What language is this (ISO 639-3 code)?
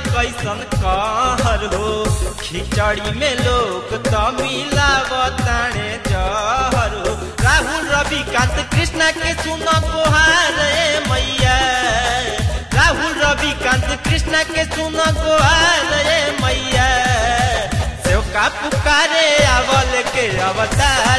bho